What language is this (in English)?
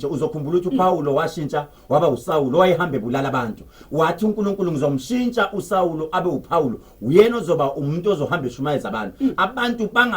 Zulu